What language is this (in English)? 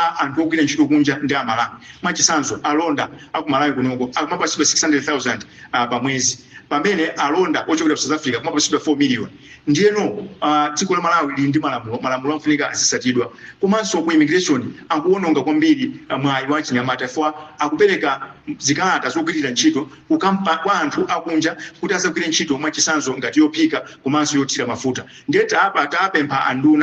Nyanja